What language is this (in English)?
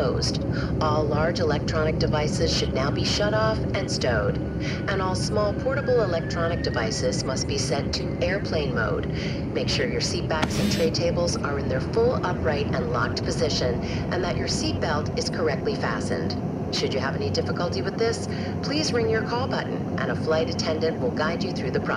English